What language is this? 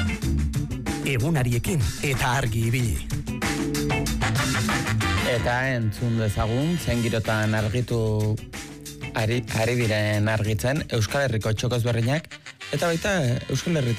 Basque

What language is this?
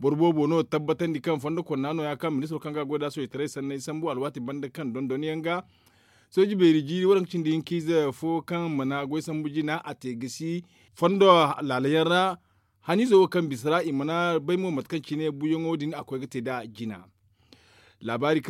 Zarma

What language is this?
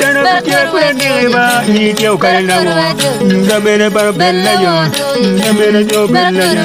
Acoli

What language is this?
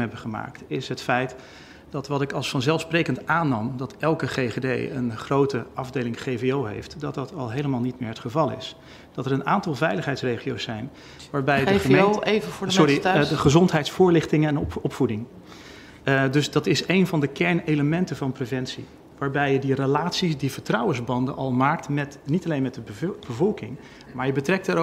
Dutch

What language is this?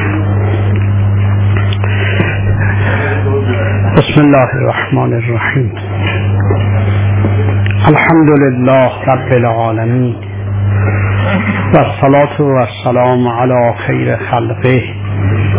Persian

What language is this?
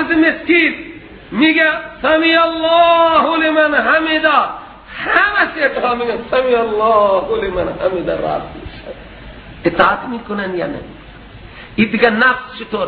Persian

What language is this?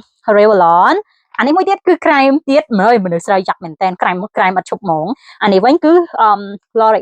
Khmer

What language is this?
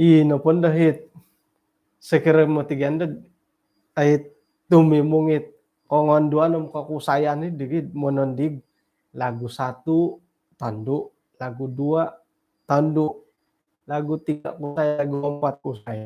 Central Dusun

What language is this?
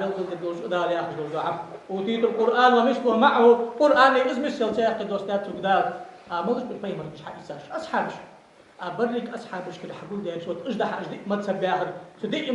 Ingush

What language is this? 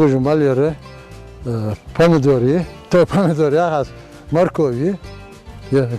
Ingush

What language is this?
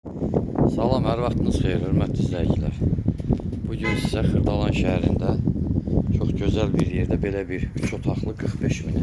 Azerbaijani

